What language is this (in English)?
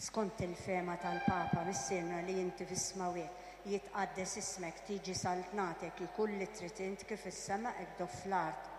Maltese